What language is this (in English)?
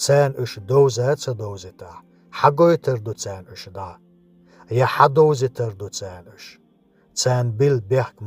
Chechen